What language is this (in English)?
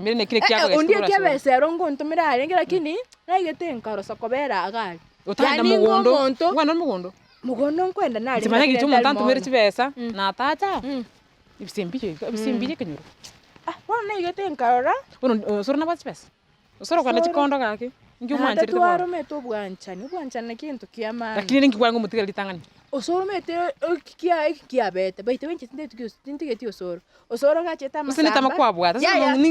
Gusii